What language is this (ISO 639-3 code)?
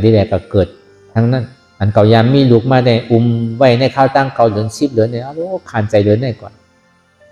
shn